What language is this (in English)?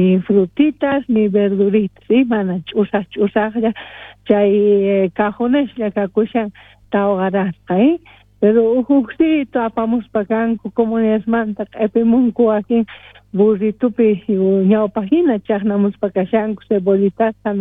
South Bolivian Quechua